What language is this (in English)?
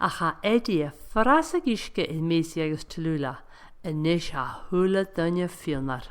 Scottish Gaelic